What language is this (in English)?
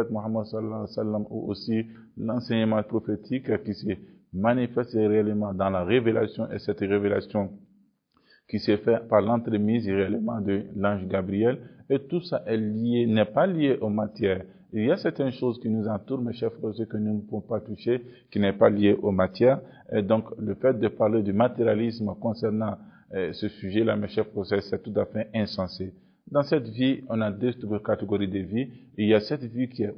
French